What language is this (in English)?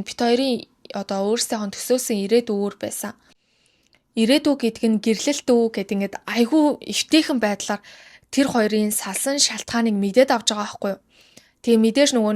Mongolian